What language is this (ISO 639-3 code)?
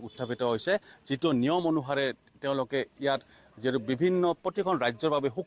asm